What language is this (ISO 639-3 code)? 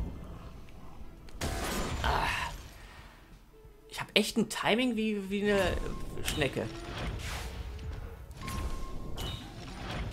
deu